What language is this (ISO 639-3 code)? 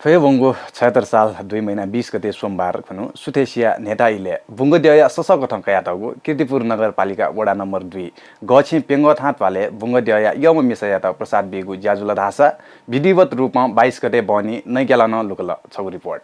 new